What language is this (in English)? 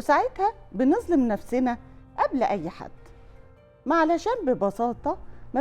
Egyptian Arabic